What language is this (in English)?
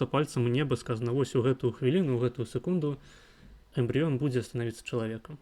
Belarusian